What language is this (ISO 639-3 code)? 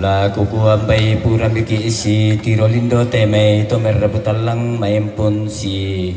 sda